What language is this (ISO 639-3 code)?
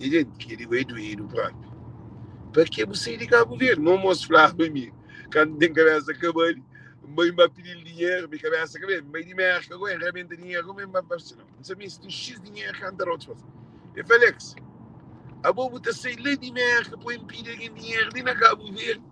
kea